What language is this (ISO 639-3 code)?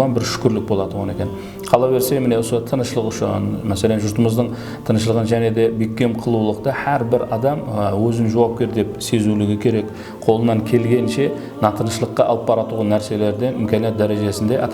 kaa